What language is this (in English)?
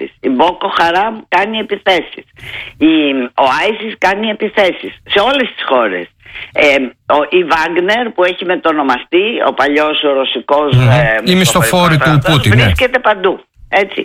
Greek